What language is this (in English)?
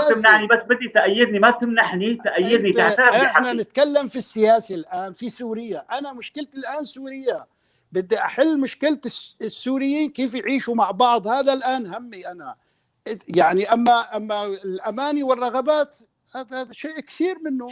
North Levantine Arabic